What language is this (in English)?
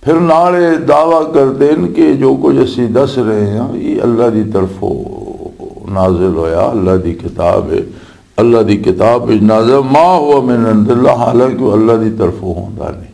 Western Panjabi